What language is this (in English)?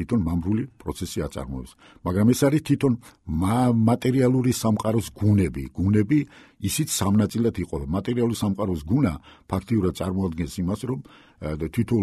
Georgian